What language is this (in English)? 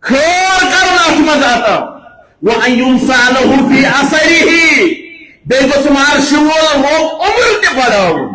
Kashmiri